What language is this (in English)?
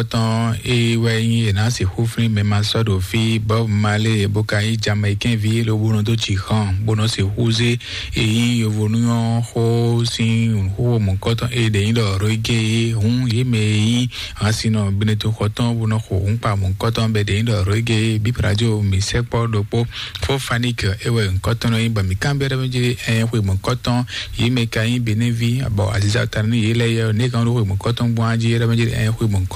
Fon